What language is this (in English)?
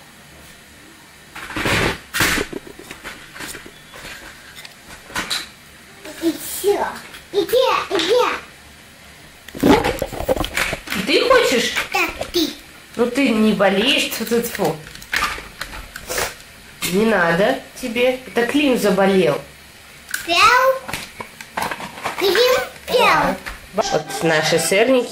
Russian